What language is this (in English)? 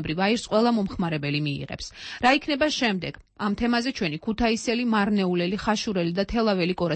Georgian